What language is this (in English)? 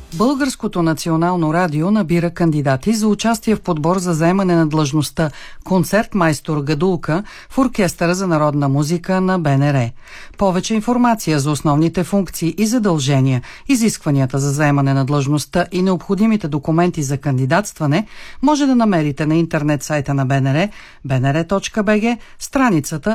Bulgarian